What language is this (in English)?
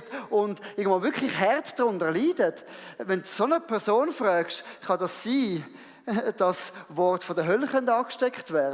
Swiss German